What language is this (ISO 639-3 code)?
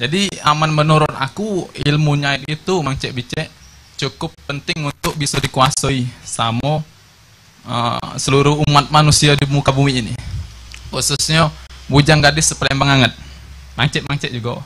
mui